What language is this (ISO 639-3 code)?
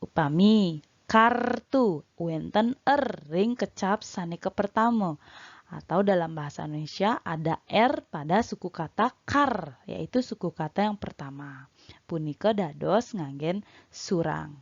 ban